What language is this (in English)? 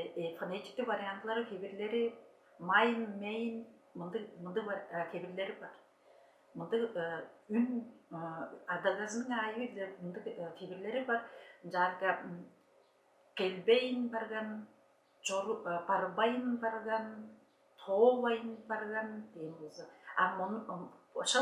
Tuvinian